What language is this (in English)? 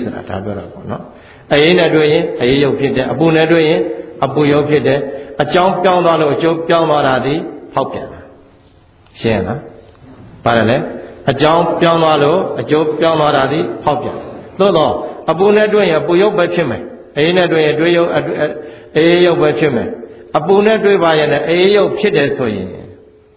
Burmese